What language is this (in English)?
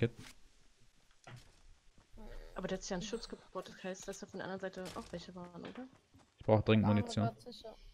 German